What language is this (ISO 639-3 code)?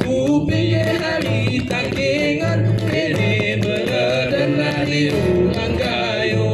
gay